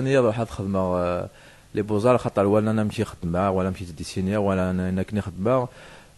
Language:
Kabyle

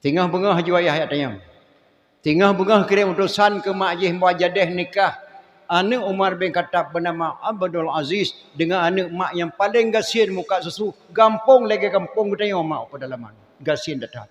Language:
Achinese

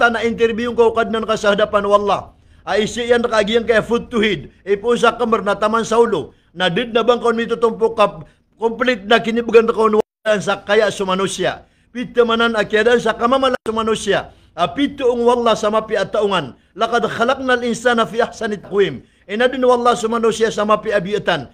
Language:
Maranao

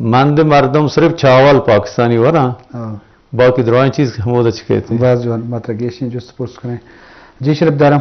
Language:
Eastern Balochi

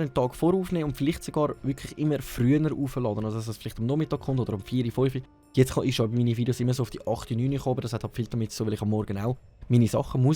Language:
Swiss German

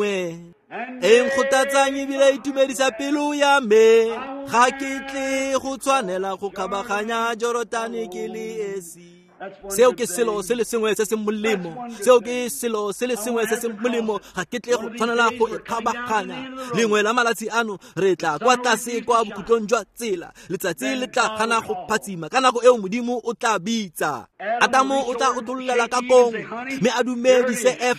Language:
Tswana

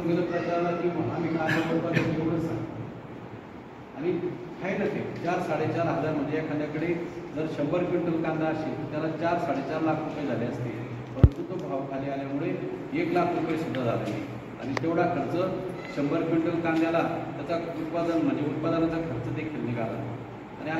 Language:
Marathi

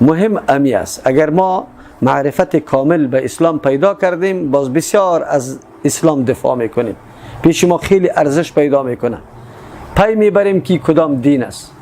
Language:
Persian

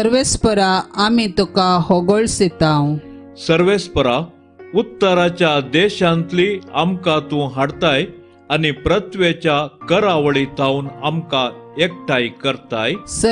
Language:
Konkani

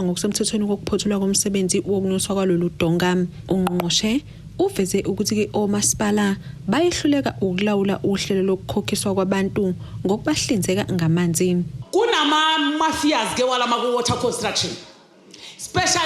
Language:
Zulu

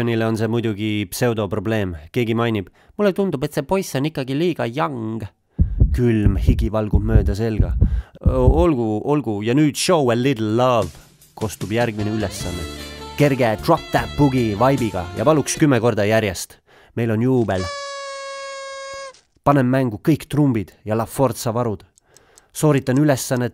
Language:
Estonian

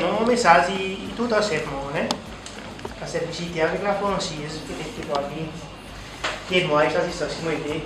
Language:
Seselwa Creole French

